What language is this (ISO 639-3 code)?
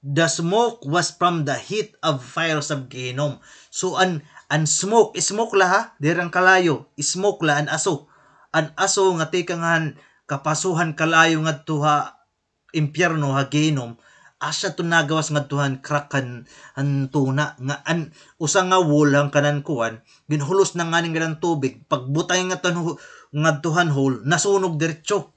war